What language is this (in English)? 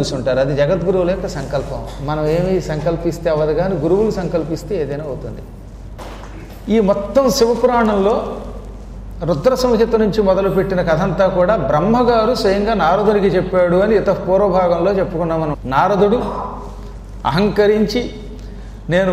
Telugu